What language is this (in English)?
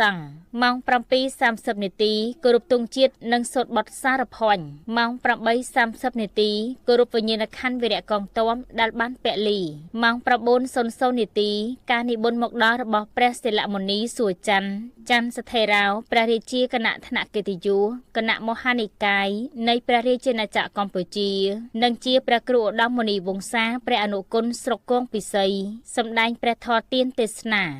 Khmer